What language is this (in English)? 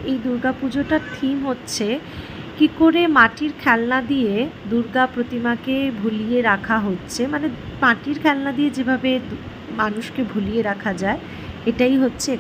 Bangla